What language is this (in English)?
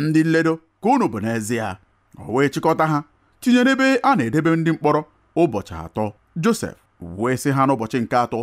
Igbo